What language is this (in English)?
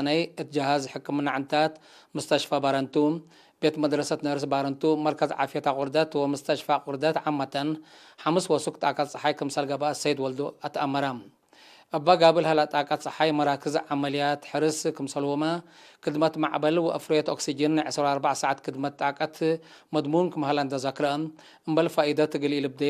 Tigre